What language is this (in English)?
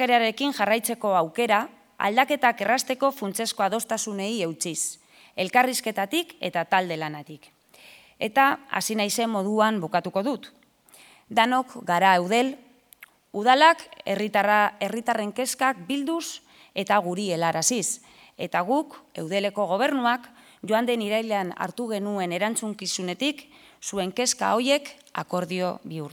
Basque